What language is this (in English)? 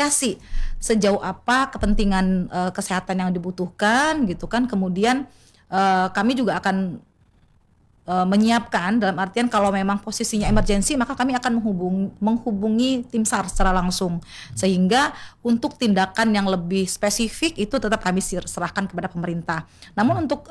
Indonesian